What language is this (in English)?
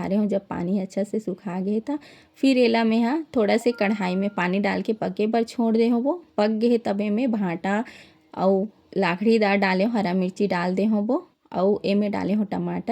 Chhattisgarhi